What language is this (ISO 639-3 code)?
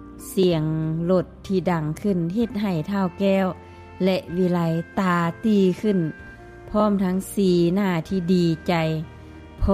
lao